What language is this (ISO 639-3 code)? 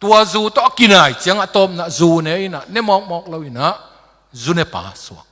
ctd